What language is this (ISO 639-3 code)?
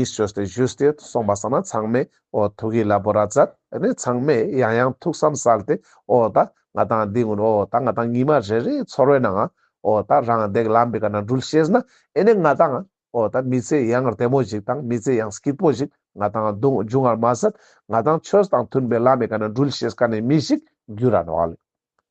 lbj